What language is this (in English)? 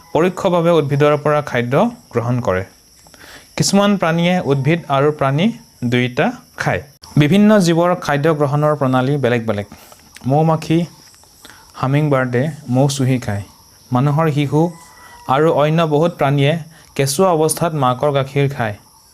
Assamese